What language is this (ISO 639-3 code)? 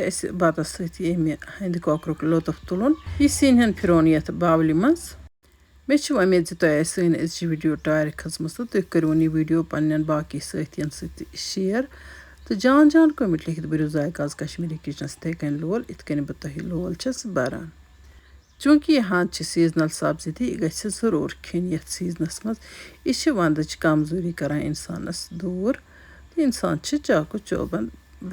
kas